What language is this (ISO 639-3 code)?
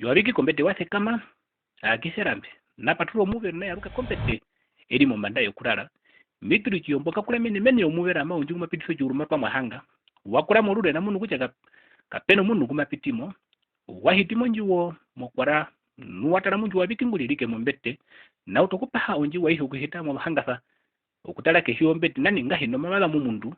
her